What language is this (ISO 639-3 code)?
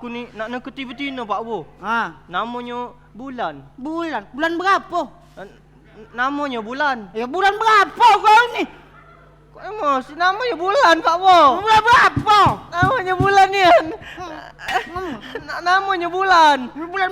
mui